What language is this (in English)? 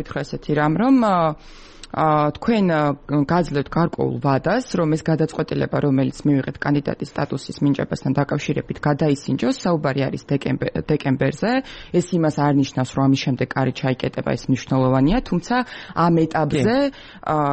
Georgian